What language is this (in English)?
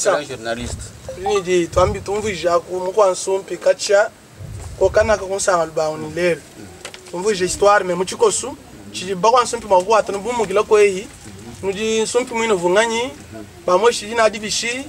Luba-Lulua